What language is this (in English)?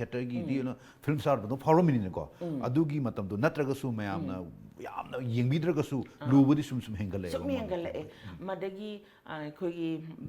Manipuri